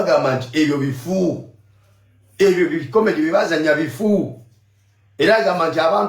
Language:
Ganda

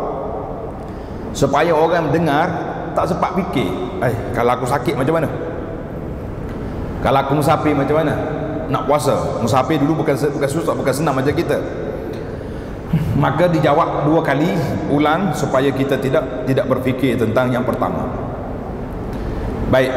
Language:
Malay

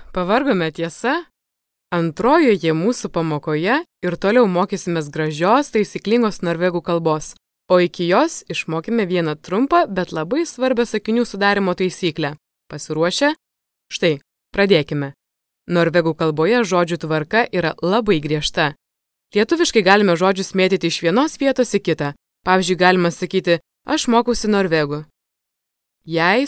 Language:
Lithuanian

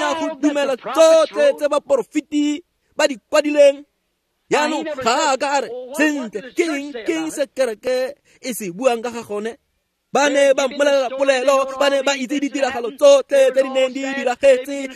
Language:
Tswana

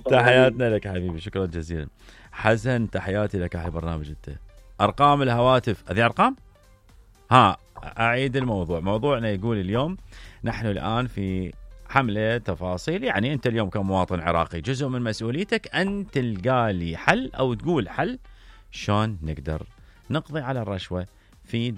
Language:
Mesopotamian Arabic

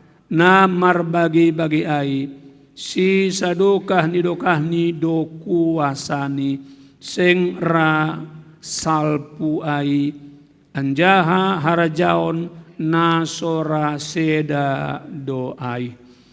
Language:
Batak Simalungun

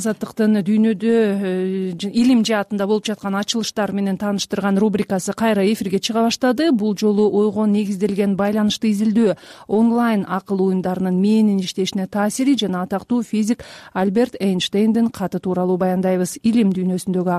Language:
Kyrgyz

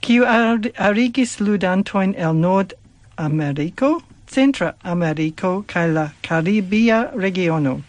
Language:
Esperanto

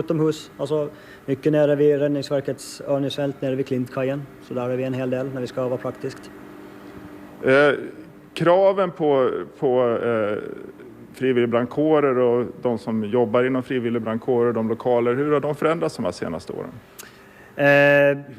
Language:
Swedish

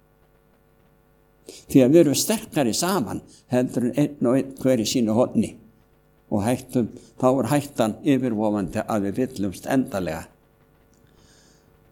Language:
Icelandic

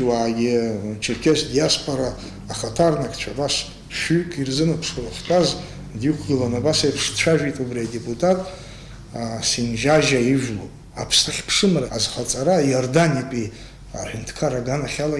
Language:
Abkhazian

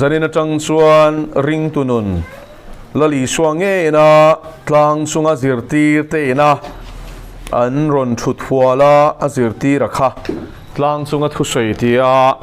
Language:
Mizo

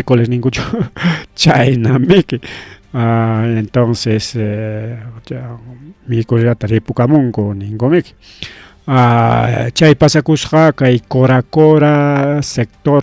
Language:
Ayacucho Quechua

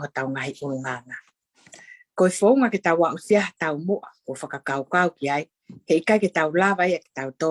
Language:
Tongan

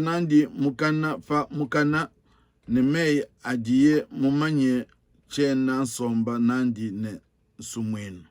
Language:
Luba-Lulua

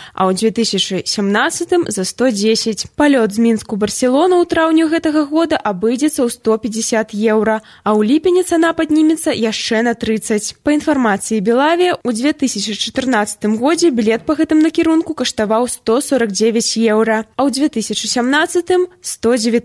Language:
Belarusian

